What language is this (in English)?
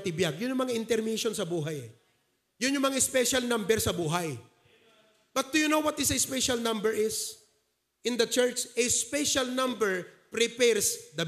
Iloko